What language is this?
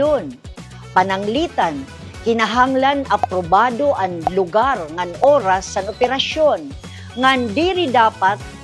Waray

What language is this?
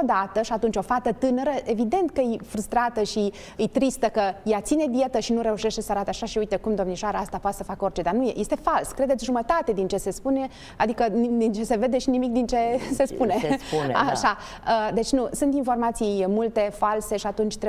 Romanian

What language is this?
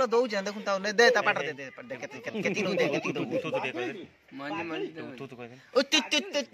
Odia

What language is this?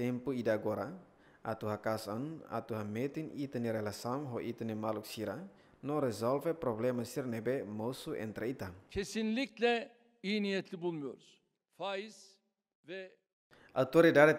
Tetum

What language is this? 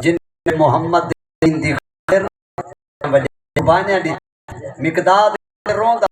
Saraiki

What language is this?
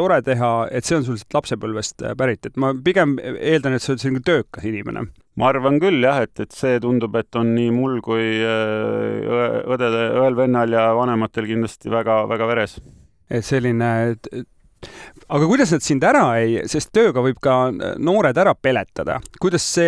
Estonian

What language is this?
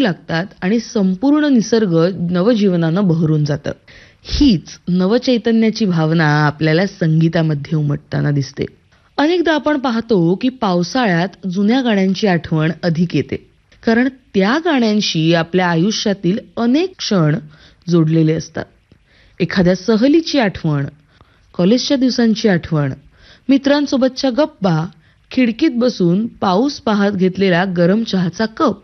Marathi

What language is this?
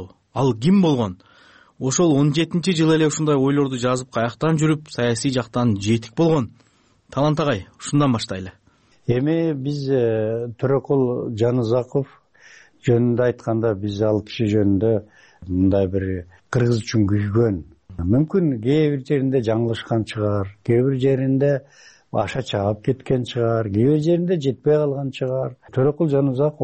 Kyrgyz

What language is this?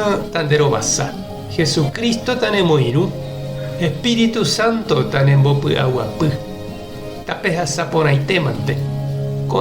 Guarani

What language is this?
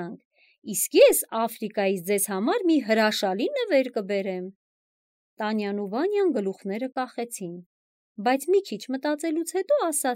Armenian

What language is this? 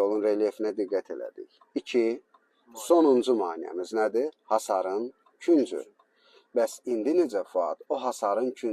Azerbaijani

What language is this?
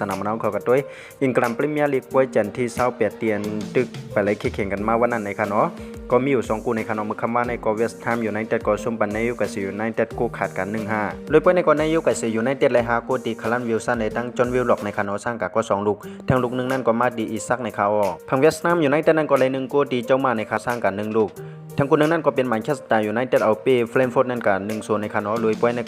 Shan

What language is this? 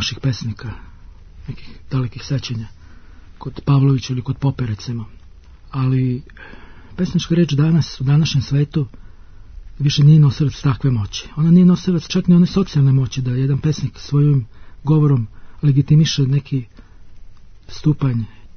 Serbian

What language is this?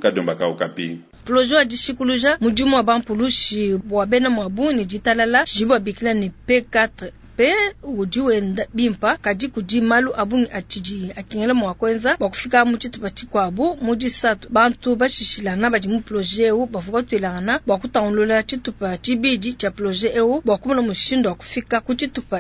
Luba-Lulua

